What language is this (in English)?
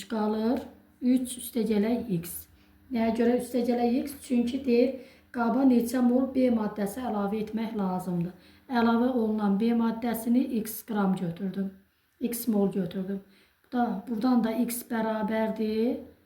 Azerbaijani